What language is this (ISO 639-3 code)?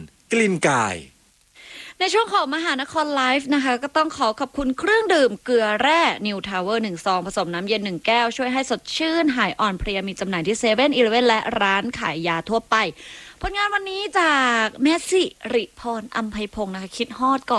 tha